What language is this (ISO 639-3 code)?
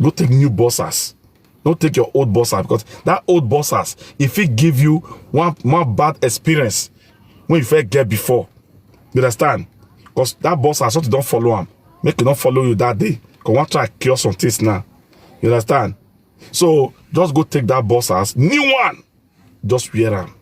pcm